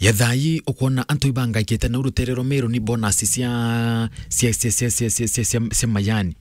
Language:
Meru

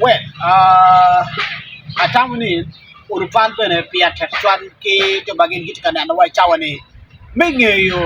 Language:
Acoli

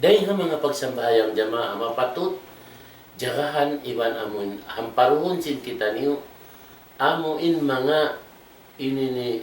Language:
Tausug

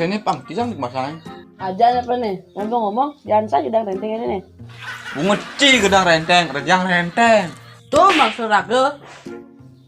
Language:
Balinese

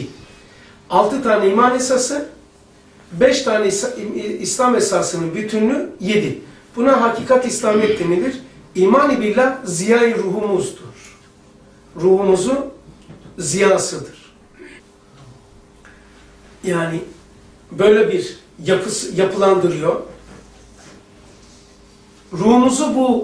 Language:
Turkish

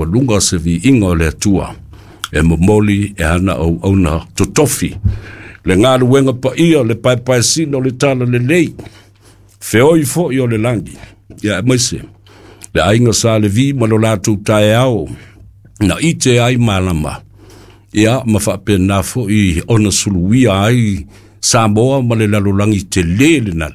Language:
Samoan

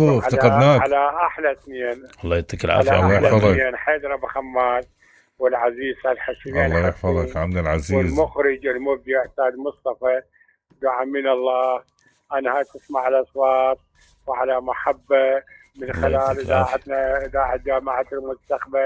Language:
Mesopotamian Arabic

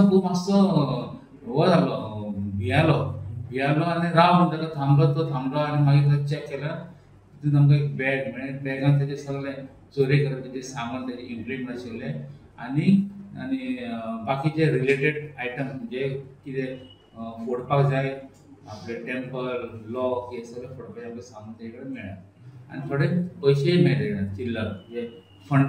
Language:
Konkani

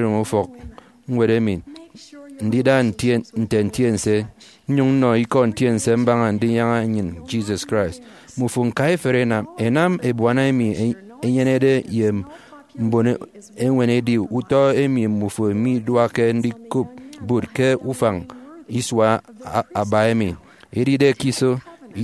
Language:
Efik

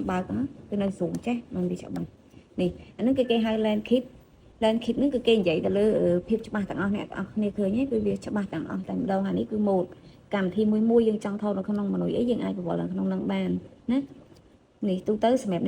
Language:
Khmer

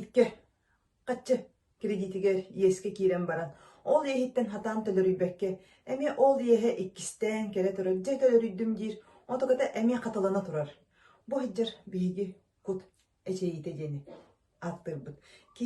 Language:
Yakut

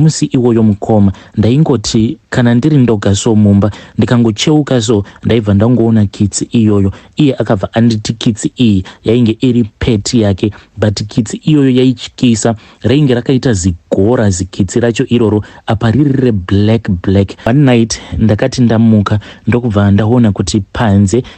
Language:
Shona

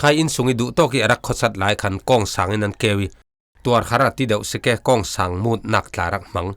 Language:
Falam Chin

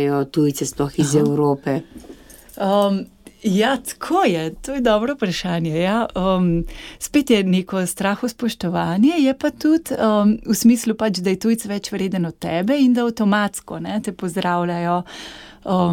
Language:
Slovenian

